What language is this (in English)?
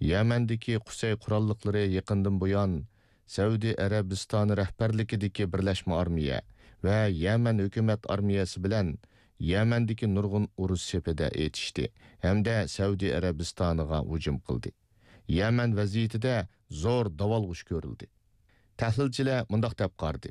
Uyghur